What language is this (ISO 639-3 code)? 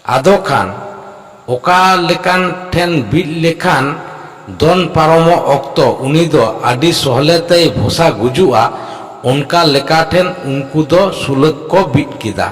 sat